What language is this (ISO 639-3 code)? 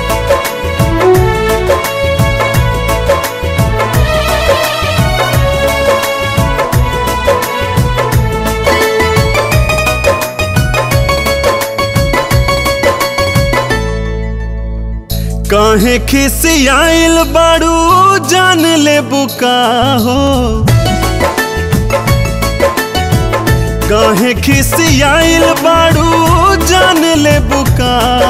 bho